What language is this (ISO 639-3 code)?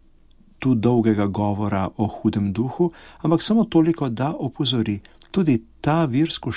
slv